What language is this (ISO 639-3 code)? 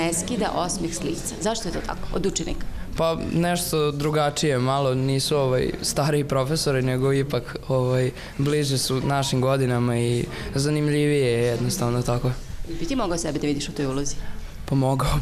srp